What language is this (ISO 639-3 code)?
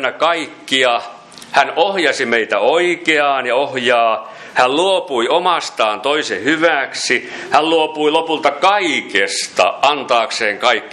fin